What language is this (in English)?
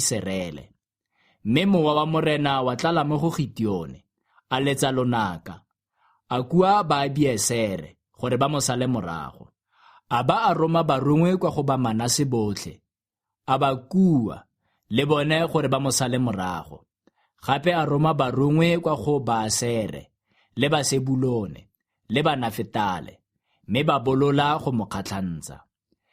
Tswana